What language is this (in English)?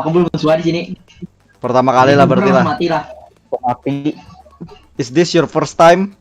Banjar